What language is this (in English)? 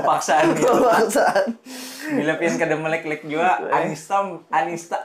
Banjar